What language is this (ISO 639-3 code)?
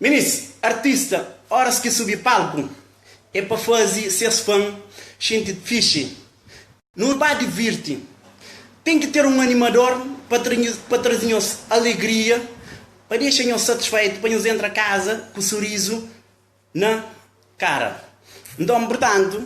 kea